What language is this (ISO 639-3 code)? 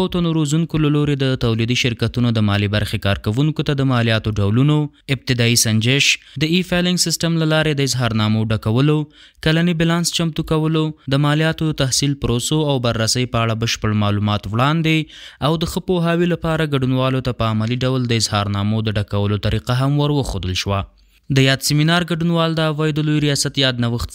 pus